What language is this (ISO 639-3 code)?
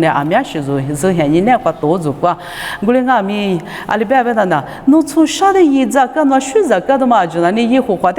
lis